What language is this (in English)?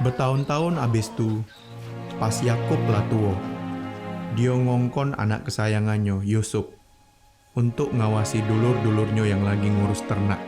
Musi